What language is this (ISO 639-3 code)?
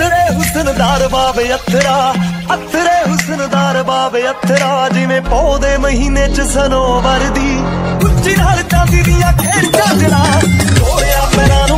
pan